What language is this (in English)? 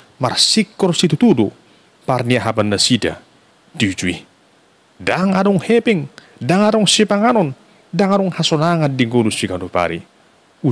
Batak Toba